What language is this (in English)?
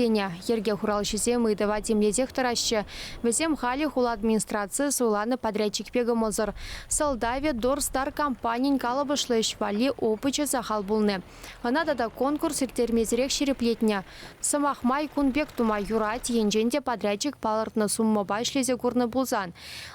Chuvash